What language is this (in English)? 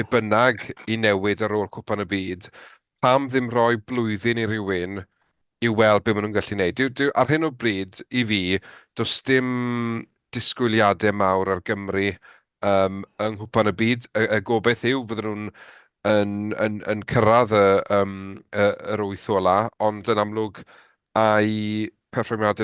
Welsh